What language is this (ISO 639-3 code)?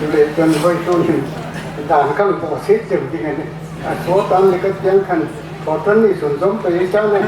hmr